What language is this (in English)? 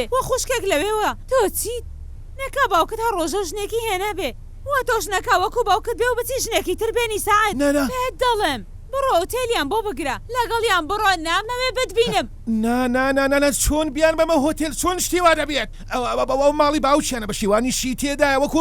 Central Kurdish